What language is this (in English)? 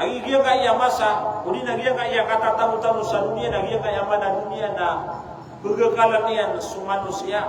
Maranao